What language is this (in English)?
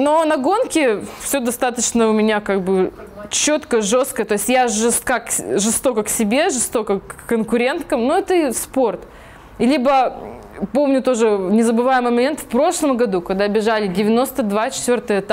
Russian